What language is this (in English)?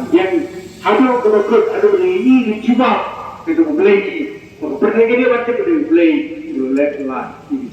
Khasi